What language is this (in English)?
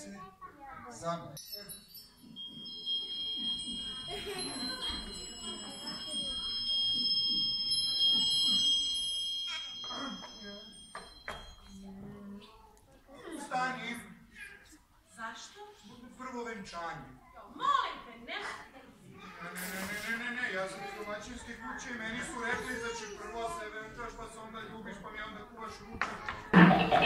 Serbian